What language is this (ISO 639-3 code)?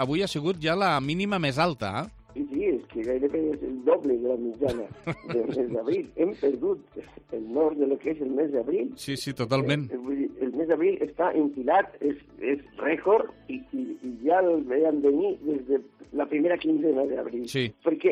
cat